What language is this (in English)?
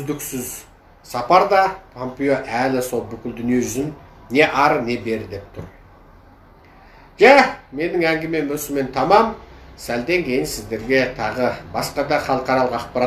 Kazakh